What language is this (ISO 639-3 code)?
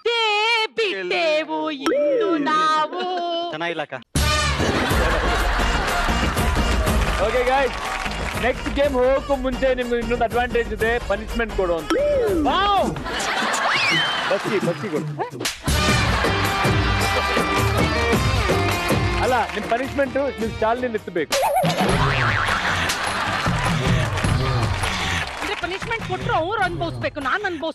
kan